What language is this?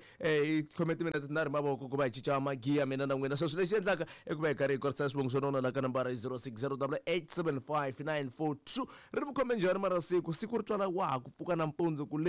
Tsonga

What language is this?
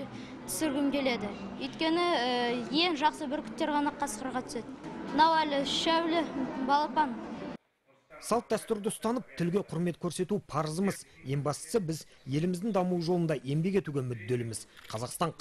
Kazakh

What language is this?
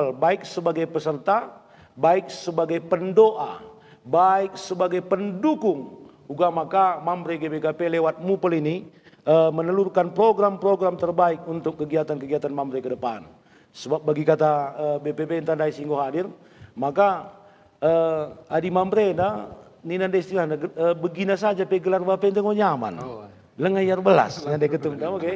Batak Karo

